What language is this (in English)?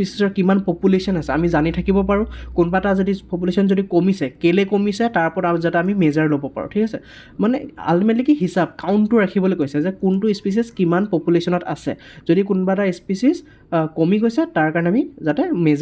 Assamese